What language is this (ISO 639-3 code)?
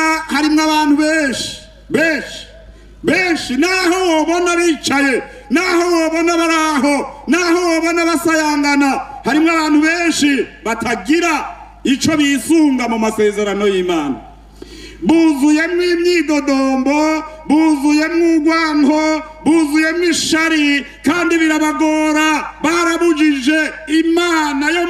run